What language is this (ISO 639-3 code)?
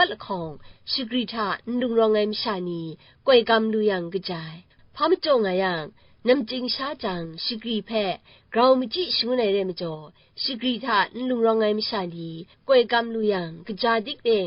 kac